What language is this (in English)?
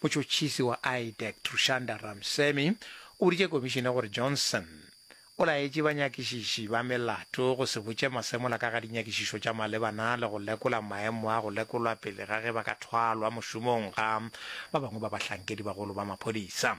Northern Sotho